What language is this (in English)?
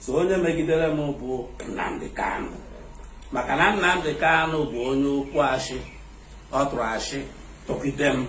Igbo